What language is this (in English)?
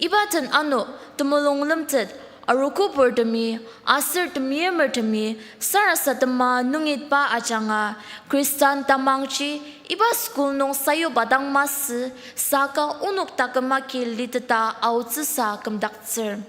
Ao Naga